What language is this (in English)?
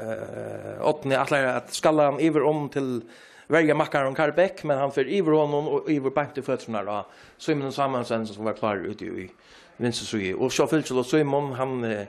Faroese